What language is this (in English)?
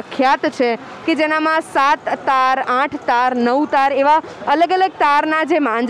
Gujarati